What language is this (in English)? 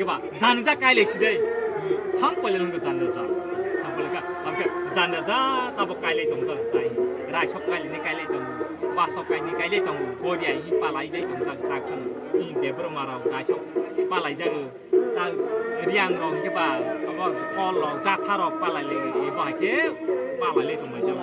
Kok Borok